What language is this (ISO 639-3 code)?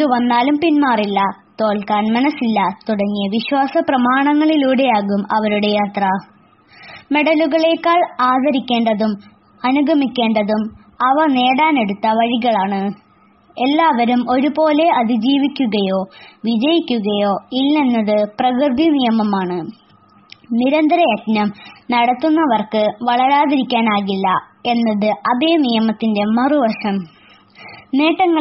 mal